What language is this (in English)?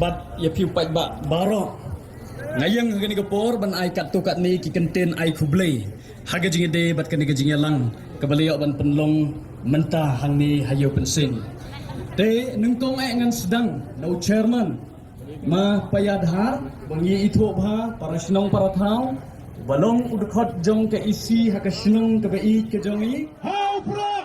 Khasi